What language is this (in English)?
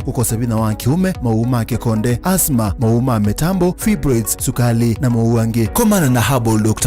Kamba